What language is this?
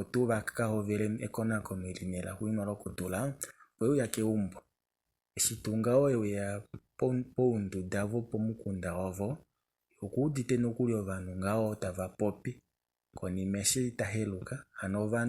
Kuanyama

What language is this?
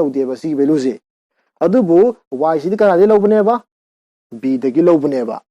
Manipuri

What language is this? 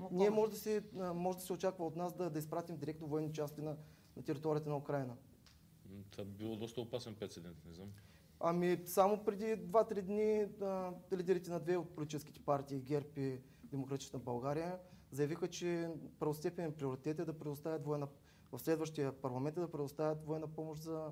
Bulgarian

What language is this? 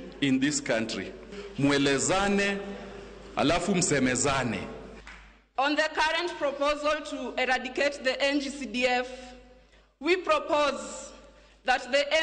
Luo (Kenya and Tanzania)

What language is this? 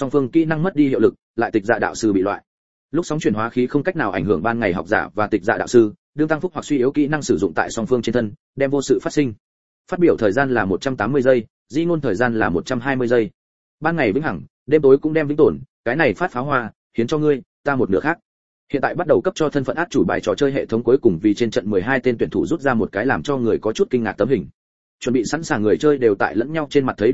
Vietnamese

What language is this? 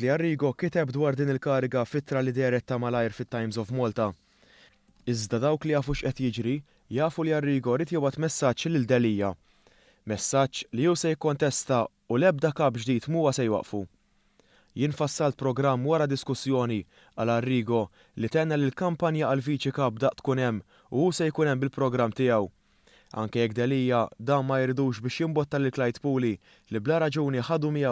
Maltese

